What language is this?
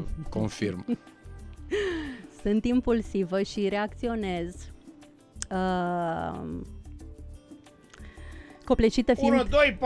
Romanian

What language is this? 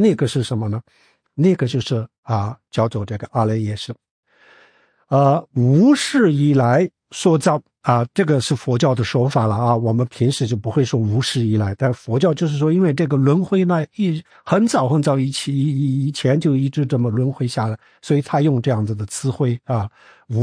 Chinese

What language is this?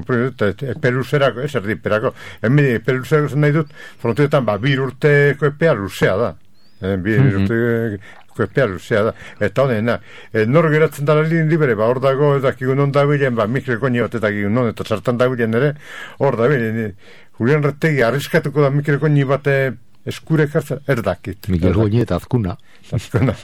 Basque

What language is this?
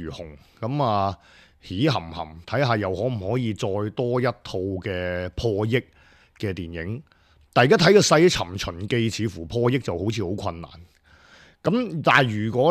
Cantonese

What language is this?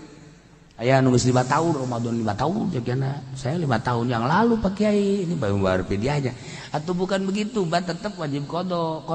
Sundanese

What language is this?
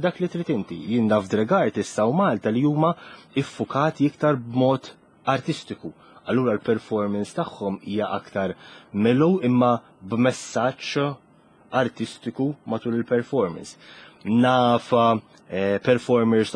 Maltese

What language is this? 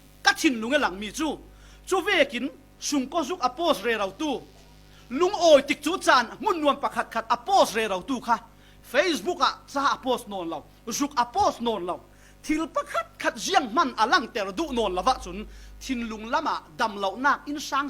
Falam Chin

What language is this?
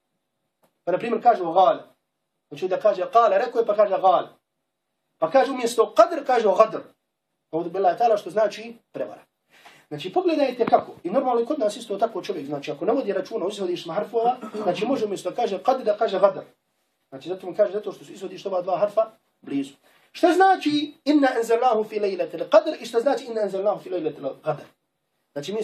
Bosnian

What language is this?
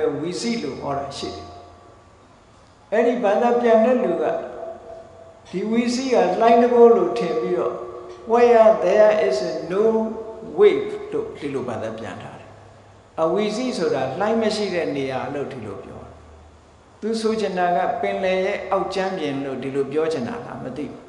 Burmese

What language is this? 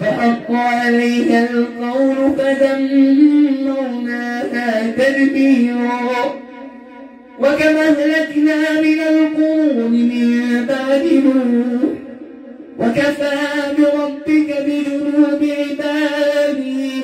Arabic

